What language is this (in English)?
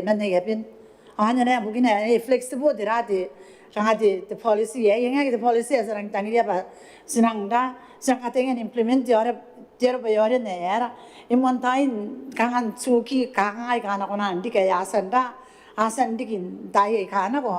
Gilbertese